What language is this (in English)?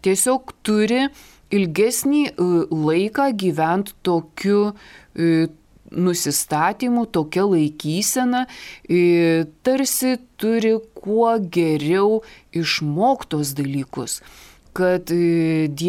Lithuanian